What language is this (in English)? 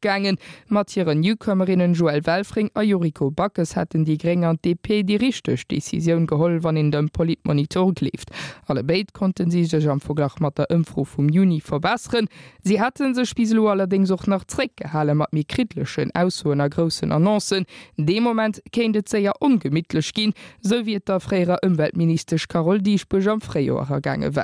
Luxembourgish